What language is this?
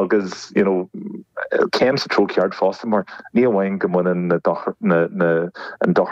Irish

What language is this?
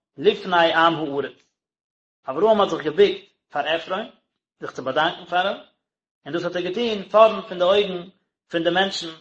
Yiddish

